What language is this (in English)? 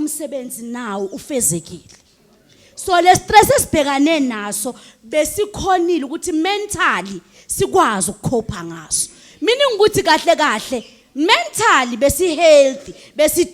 Zulu